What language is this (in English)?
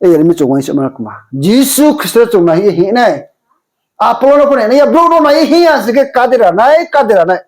Riang (India)